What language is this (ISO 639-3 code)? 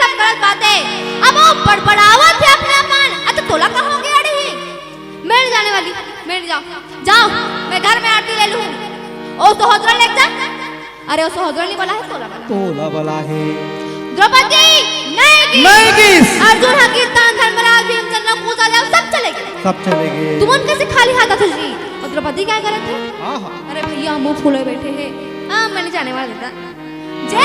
hne